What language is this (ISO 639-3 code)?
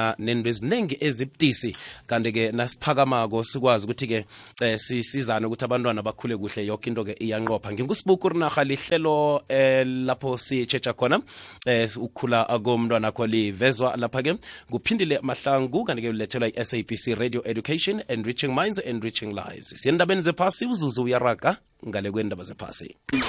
nbl